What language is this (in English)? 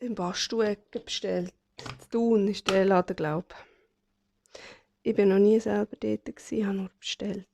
Swiss German